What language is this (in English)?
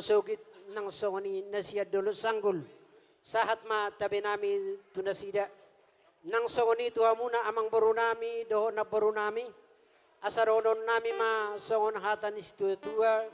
Batak Toba